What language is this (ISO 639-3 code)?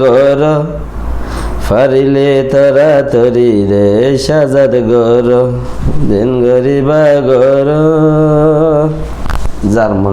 rhg